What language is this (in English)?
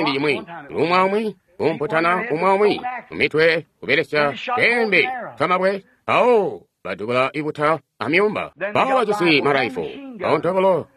Tonga (Zambia)